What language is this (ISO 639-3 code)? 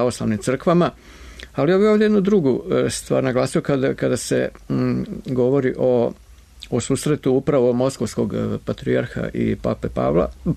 srp